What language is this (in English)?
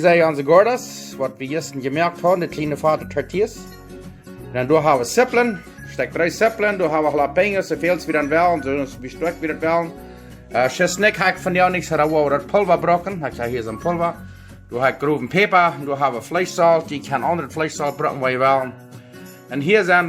Plautdietsch